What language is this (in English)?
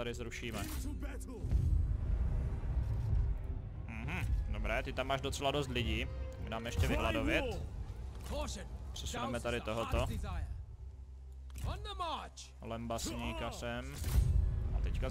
Czech